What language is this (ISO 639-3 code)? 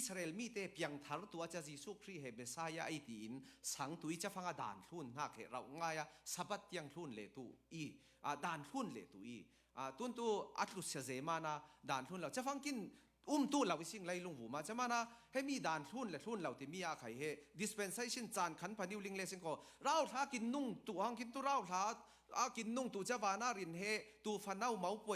cfm